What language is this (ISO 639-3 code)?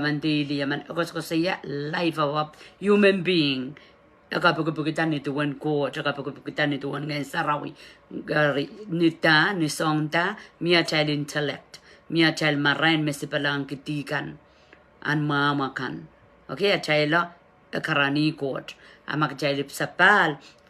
pon